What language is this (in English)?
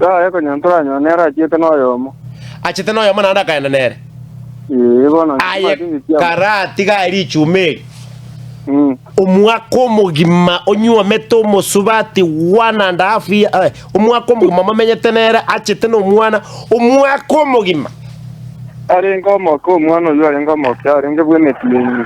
Gusii